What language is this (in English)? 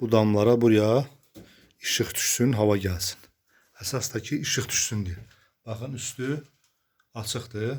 Azerbaijani